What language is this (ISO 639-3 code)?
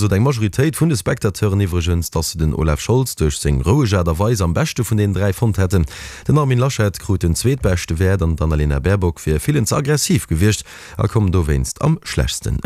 ltz